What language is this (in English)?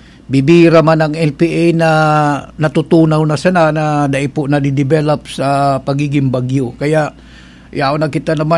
Bikol